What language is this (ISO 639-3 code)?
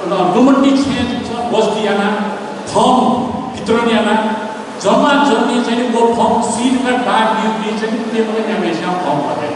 new